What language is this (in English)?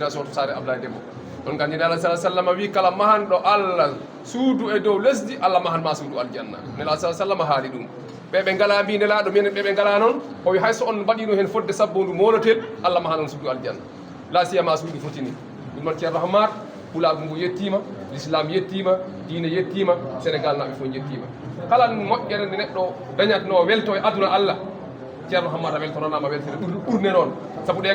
Fula